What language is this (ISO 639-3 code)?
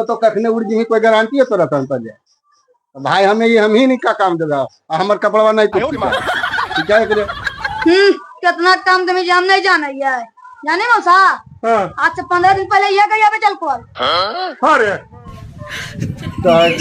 mag